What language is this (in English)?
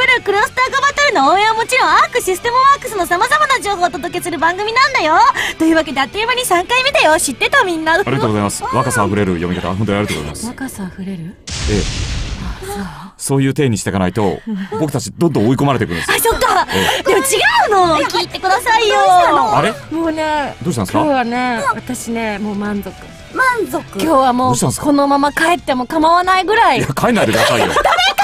Japanese